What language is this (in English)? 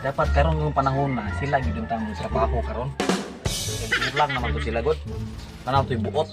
Cebuano